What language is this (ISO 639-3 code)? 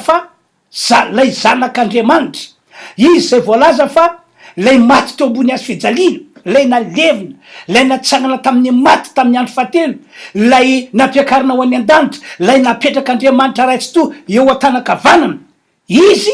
mlg